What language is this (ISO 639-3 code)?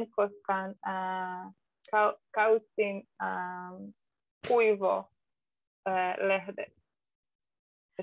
fin